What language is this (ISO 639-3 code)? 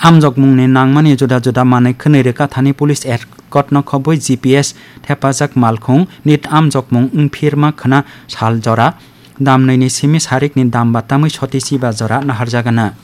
trp